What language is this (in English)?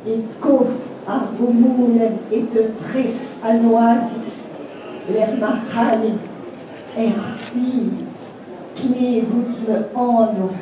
Breton